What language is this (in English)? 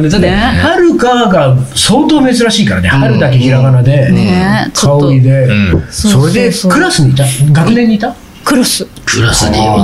Japanese